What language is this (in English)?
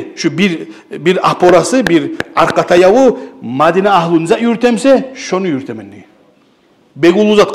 Kumyk